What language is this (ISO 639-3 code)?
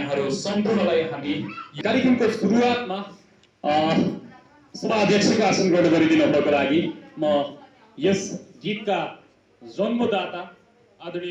nep